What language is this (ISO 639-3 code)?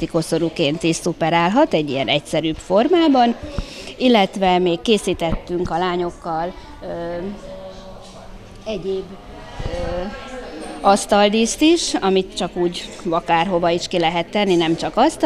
hun